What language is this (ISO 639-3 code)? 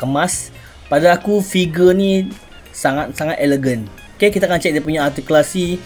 msa